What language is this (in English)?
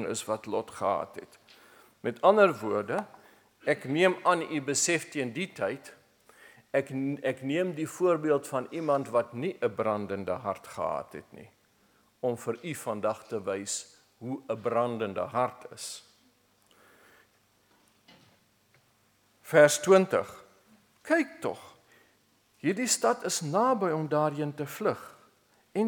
Afrikaans